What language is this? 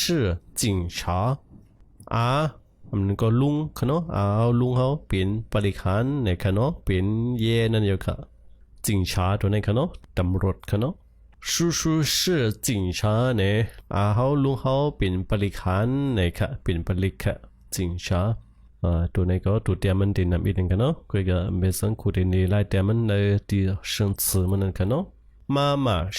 Shan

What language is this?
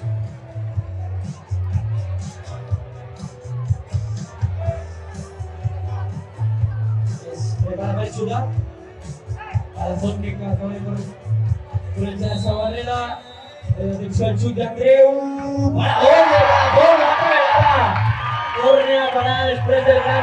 Catalan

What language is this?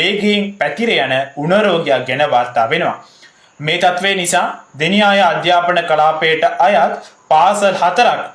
Sinhala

